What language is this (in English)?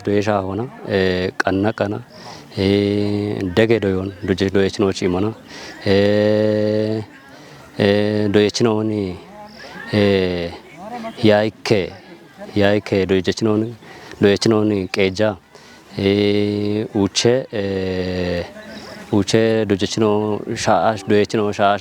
Kafa